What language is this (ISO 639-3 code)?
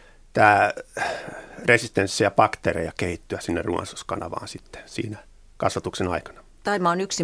fin